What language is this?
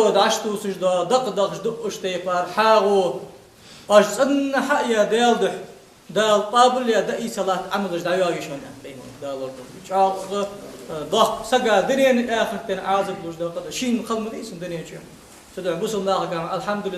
Ingush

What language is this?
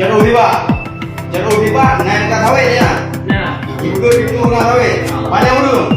Achinese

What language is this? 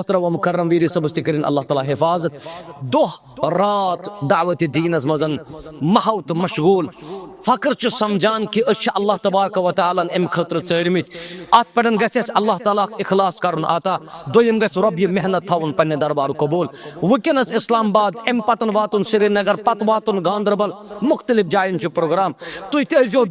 Kashmiri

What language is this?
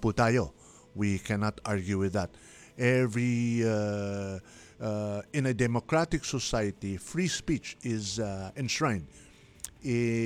Filipino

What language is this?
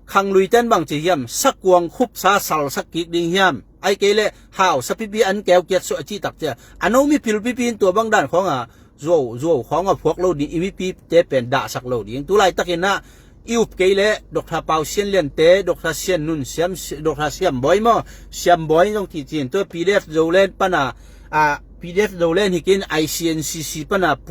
Tedim Chin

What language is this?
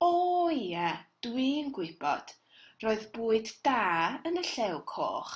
Welsh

